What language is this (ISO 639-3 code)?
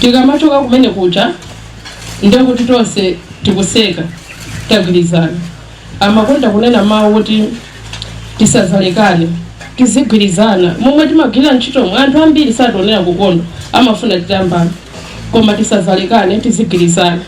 nya